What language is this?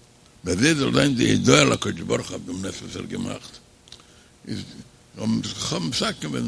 Yiddish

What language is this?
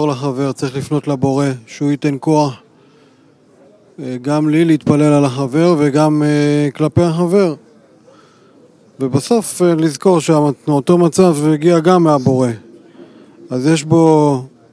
Hebrew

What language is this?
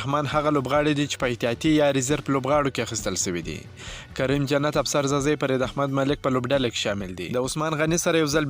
Pashto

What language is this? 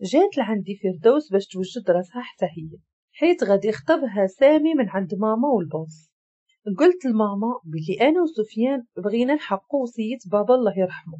Moroccan Arabic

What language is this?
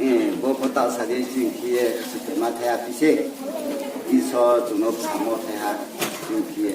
Riang (India)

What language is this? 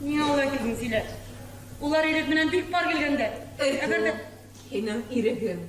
Bashkir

